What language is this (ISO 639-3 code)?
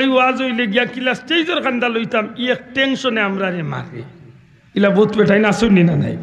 syl